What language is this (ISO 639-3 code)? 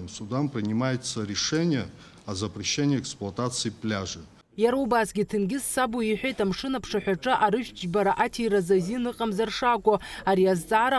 abk